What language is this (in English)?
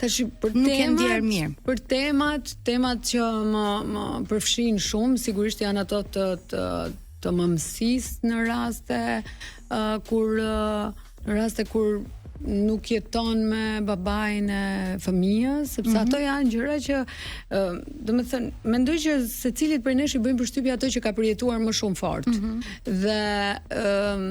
Albanian